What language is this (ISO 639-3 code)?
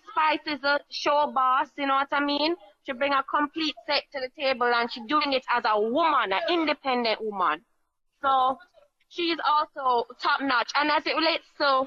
jam